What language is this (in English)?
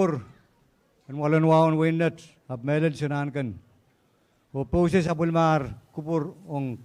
Pohnpeian